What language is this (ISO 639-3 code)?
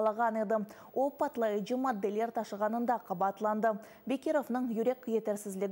crh